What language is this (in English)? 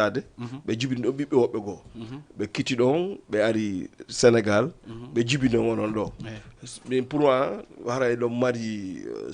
Fula